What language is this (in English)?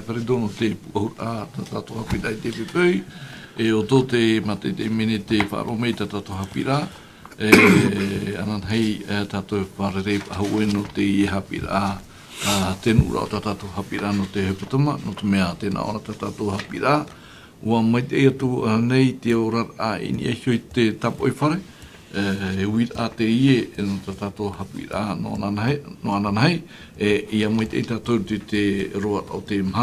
Tahitian